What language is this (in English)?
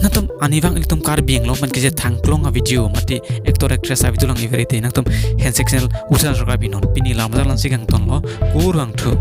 Karbi